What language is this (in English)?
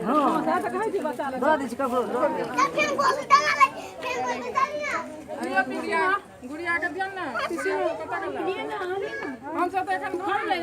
Maithili